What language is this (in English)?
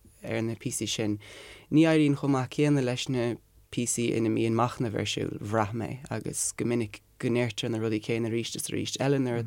Irish